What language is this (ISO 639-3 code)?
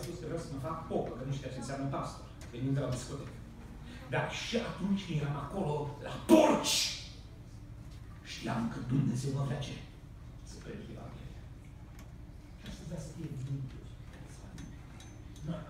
ron